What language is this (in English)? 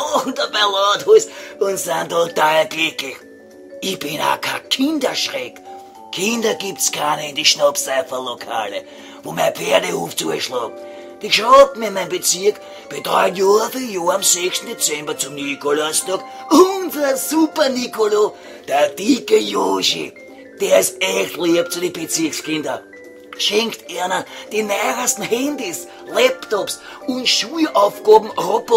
Bavarian